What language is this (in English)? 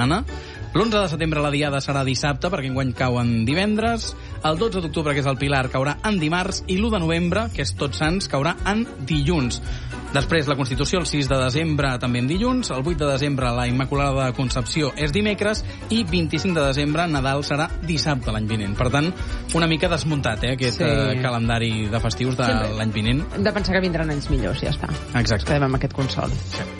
Catalan